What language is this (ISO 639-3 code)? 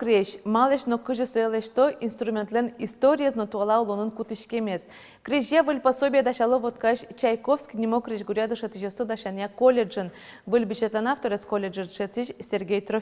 udm